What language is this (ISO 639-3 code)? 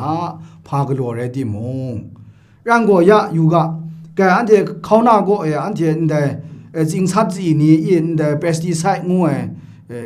kac